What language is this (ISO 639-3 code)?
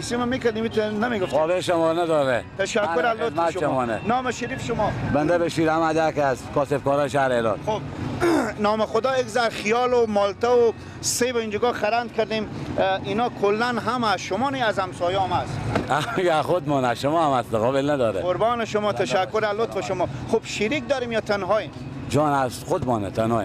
fas